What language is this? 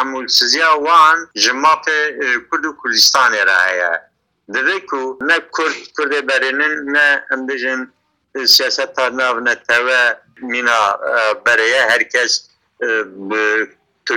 Kurdish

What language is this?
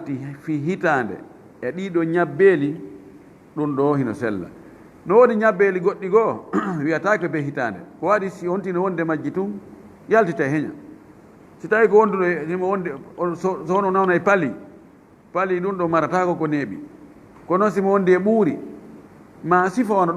Fula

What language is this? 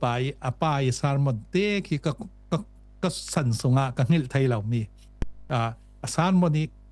Falam Chin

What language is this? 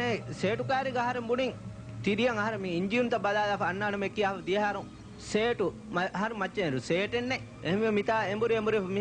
Divehi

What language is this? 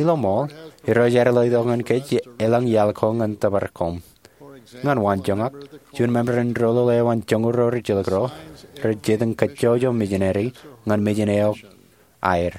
Marshallese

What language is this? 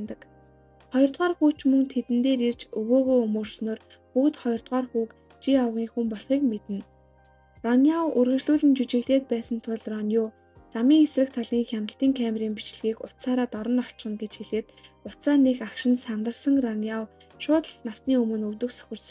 Mongolian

